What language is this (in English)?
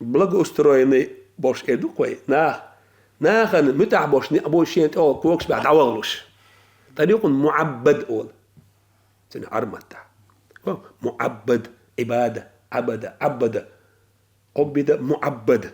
Chechen